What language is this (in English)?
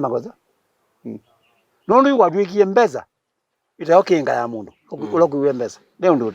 Kamba